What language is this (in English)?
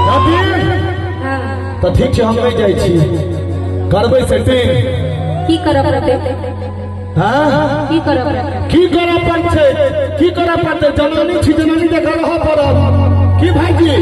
Maithili